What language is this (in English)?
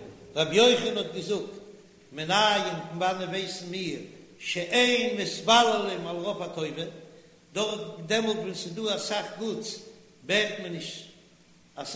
Yiddish